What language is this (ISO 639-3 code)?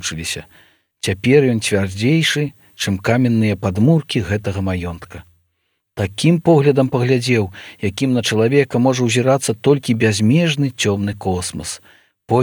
bel